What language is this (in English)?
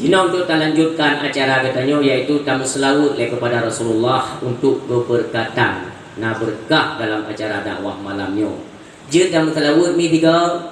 Achinese